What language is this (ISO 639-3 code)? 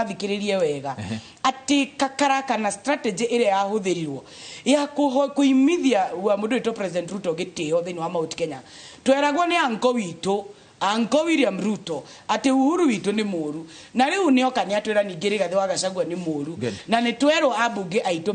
kik